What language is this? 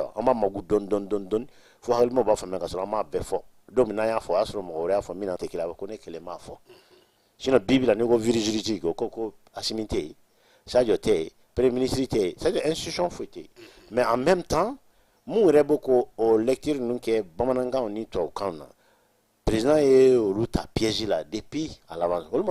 Bambara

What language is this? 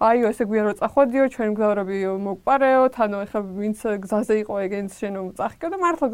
Georgian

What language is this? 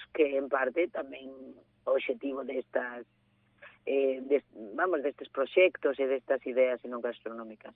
Galician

